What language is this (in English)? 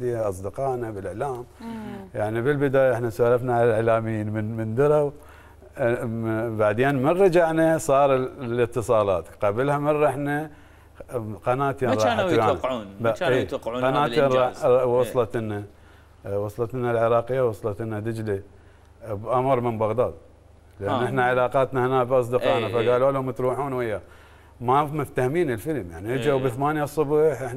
Mesopotamian Arabic